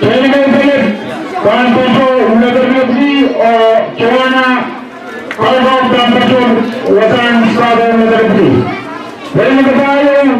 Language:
Pohnpeian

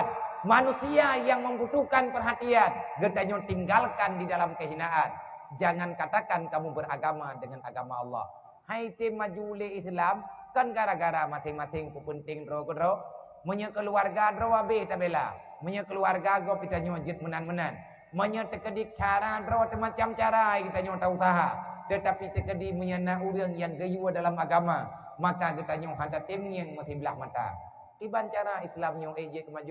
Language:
Achinese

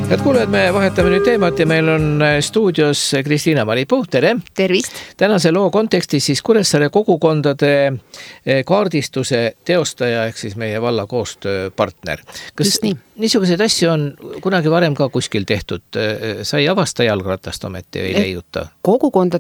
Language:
Estonian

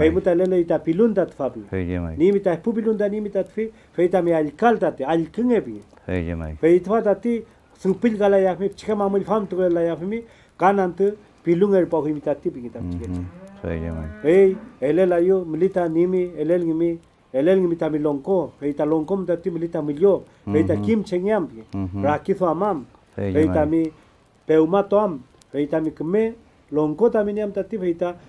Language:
Mapuche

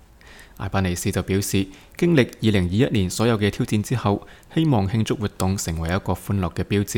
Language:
Cantonese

